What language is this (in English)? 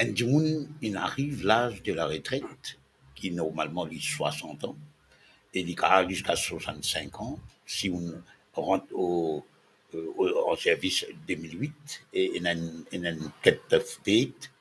Morisyen